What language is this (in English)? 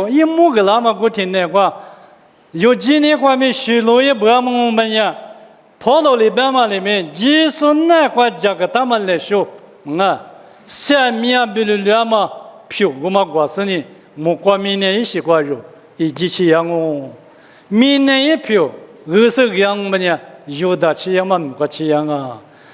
Lisu